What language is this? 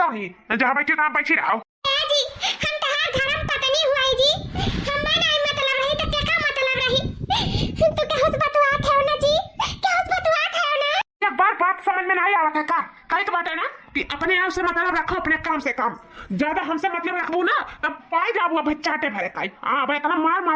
Awadhi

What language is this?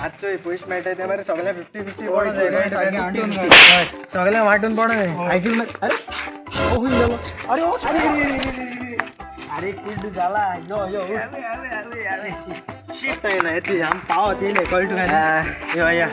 Konkani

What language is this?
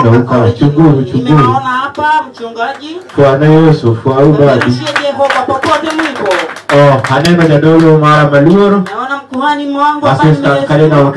Luo (Kenya and Tanzania)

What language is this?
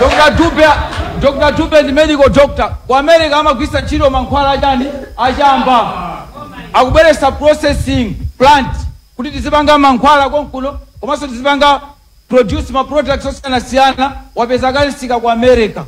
Nyanja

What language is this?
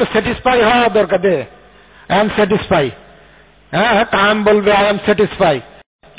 Bangla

